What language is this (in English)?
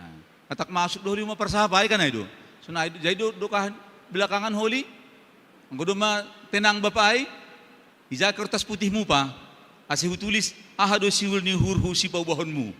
Batak Simalungun